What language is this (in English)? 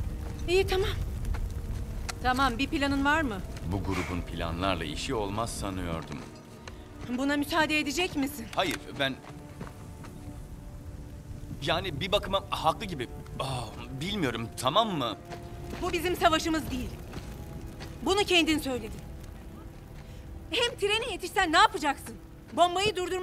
Turkish